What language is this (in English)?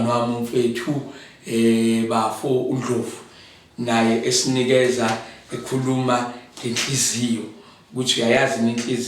Zulu